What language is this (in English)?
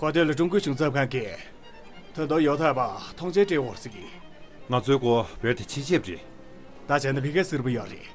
Tibetan